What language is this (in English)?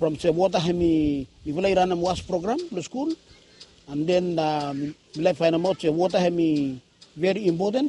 Bislama